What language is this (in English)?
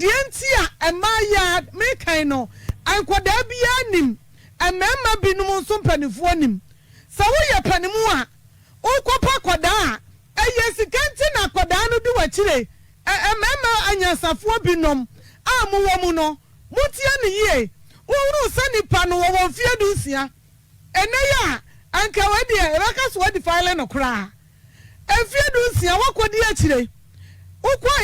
Akan